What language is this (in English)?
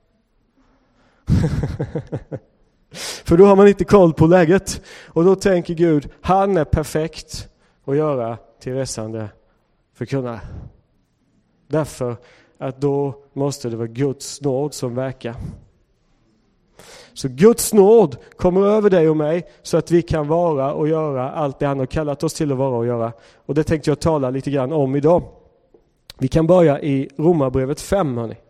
Swedish